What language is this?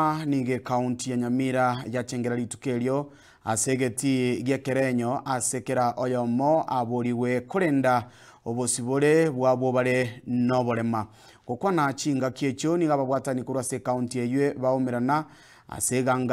Gusii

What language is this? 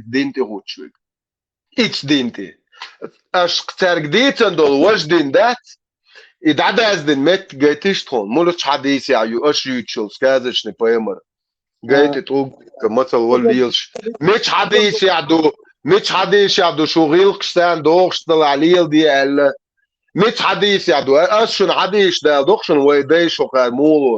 Chechen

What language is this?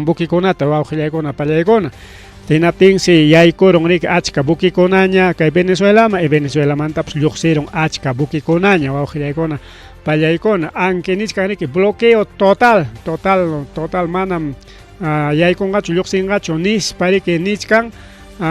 Ayacucho Quechua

